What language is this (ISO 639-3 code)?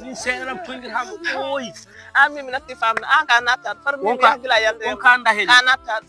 ful